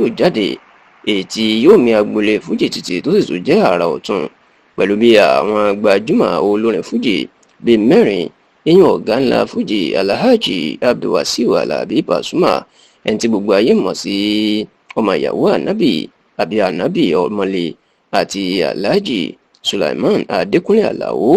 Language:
Yoruba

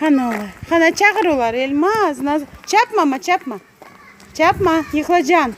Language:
Crimean Tatar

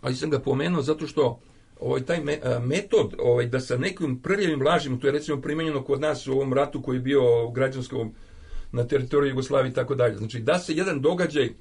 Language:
Serbian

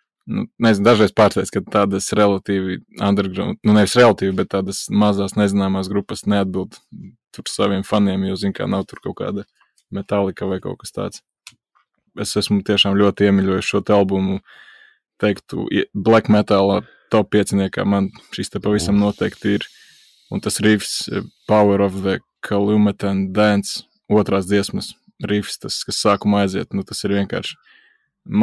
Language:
Latvian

